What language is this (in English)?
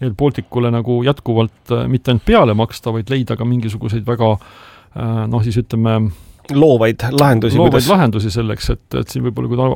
Estonian